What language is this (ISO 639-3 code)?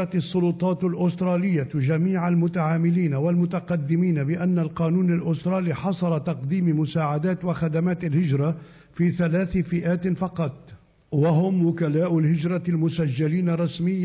ara